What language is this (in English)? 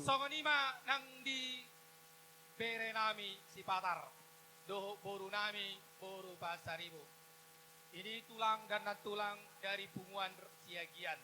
Batak Toba